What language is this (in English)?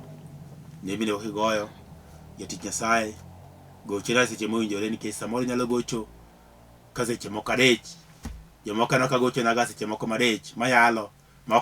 Luo (Kenya and Tanzania)